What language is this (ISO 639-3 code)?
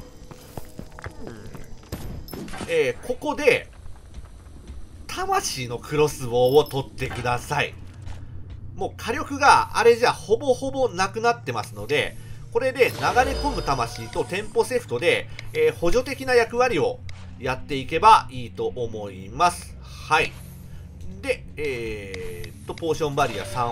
jpn